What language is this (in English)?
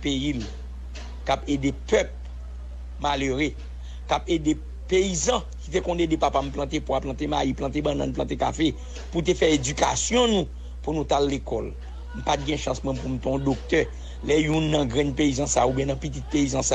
Haitian Creole